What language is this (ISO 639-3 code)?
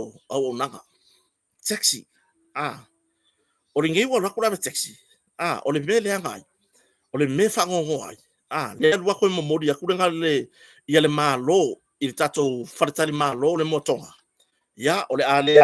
smo